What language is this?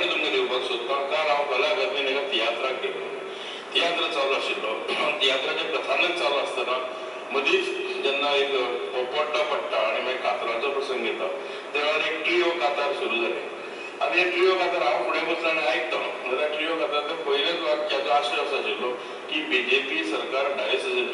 Konkani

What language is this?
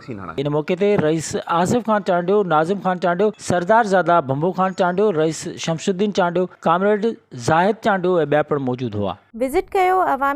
Sindhi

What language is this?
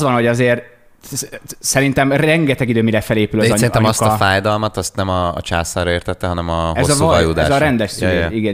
Hungarian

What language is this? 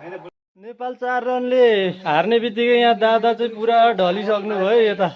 Nepali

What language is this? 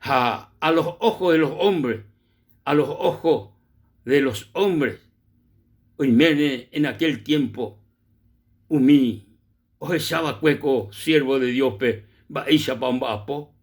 Guarani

